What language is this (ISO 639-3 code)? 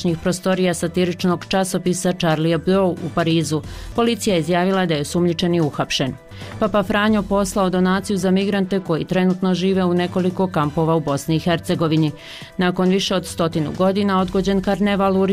bos